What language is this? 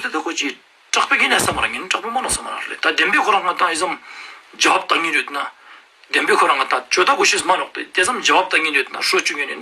Ladakhi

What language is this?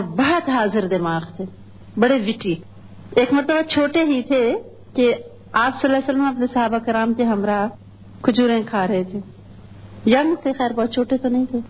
Urdu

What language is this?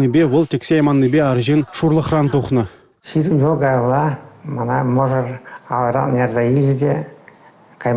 Chuvash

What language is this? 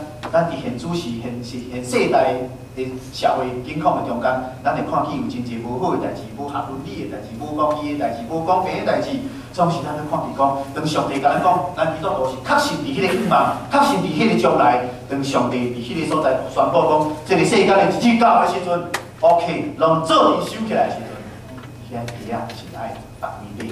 Min Nan Chinese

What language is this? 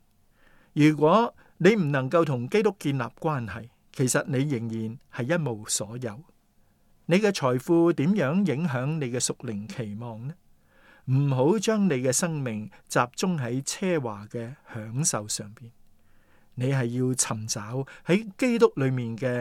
Cantonese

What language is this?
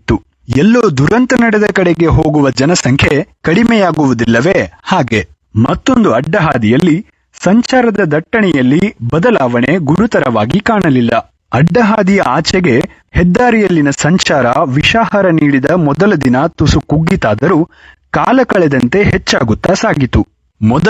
Kannada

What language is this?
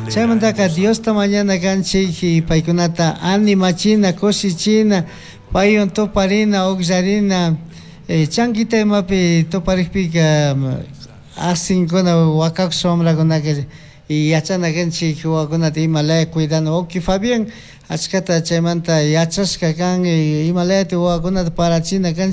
Chimborazo Highland Quichua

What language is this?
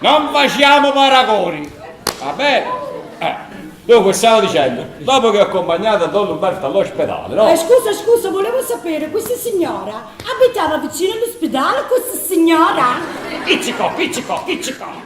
Neapolitan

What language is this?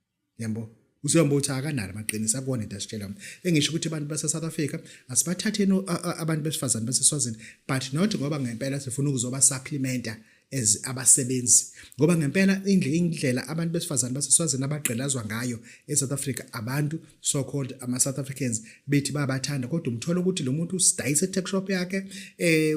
Zulu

